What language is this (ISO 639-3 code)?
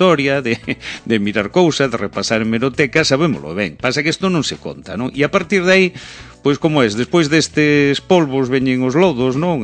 glg